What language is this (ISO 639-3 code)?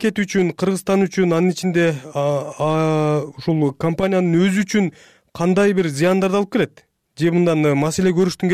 kir